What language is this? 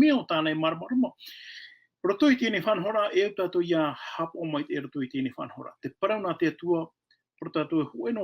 Tahitian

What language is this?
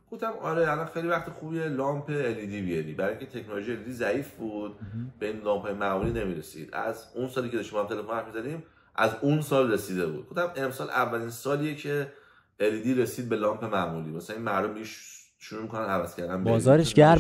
Persian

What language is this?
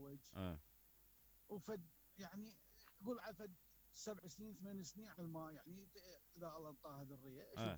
Mesopotamian Arabic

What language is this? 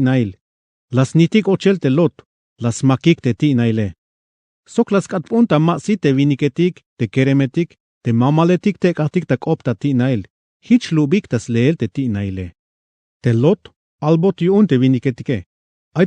Tzeltal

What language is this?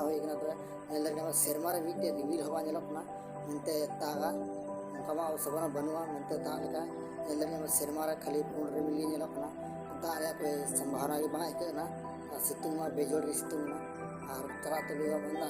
Santali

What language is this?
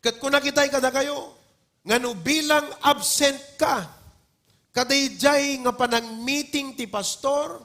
Iloko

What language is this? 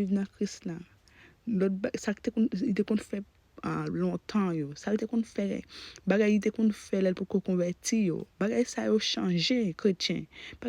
Haitian Creole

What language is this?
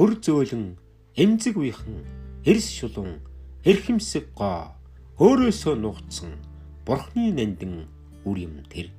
Mongolian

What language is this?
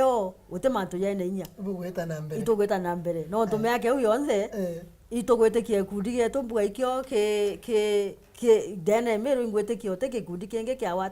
Meru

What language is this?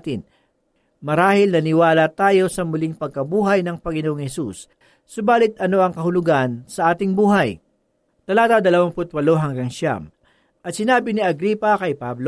Filipino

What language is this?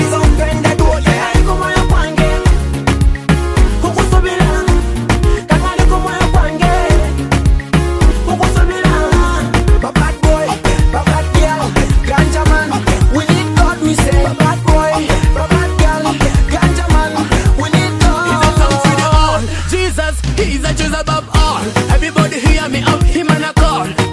Swahili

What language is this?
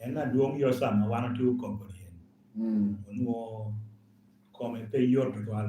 Lango (Uganda)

